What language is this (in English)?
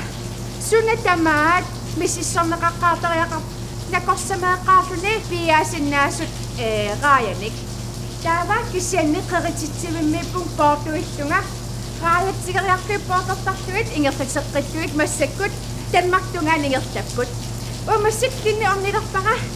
Kalaallisut